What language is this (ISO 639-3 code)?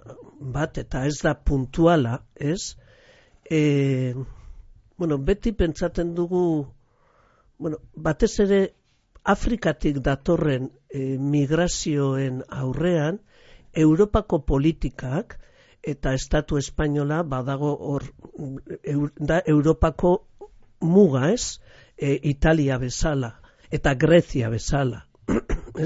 eus